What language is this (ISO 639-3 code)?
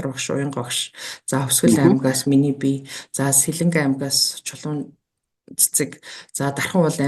mon